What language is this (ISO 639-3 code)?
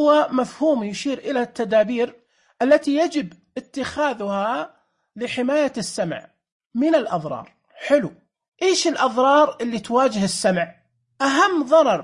ars